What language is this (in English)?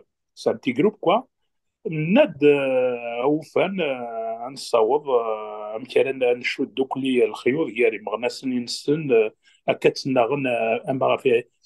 Kabyle